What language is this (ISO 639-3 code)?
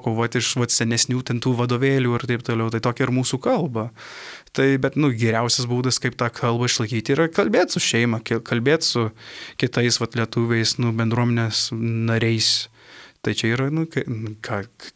lit